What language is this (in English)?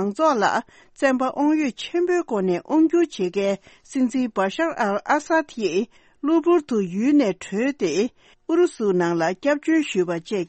Tibetan